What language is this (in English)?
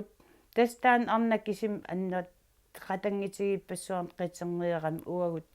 Kalaallisut